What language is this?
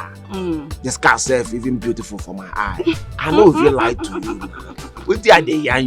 Nigerian Pidgin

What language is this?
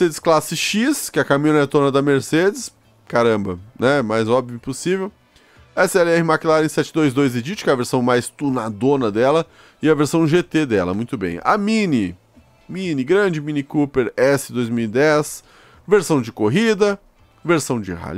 Portuguese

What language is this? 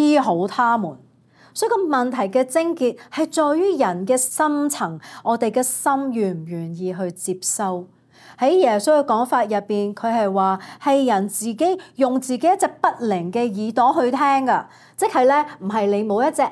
Cantonese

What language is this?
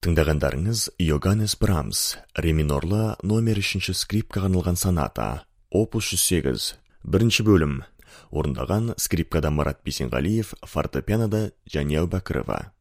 Kazakh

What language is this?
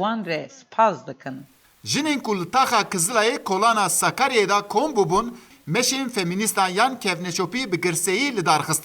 Kurdish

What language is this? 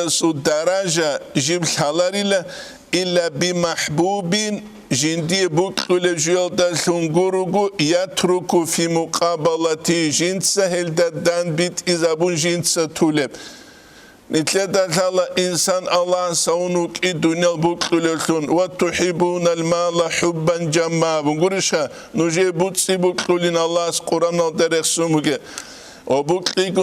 Avaric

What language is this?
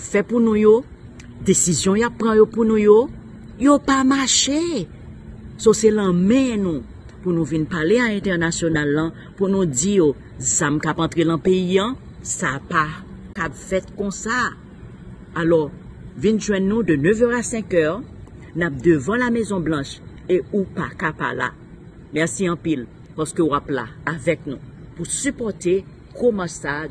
Haitian Creole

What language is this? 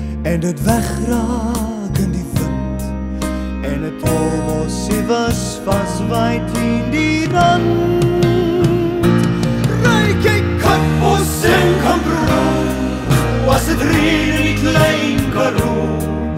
Afrikaans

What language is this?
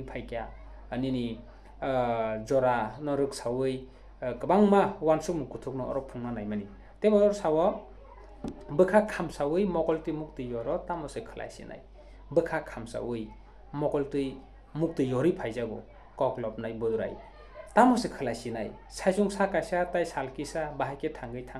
Kok Borok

